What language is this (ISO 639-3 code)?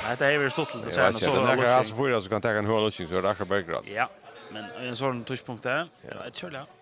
fao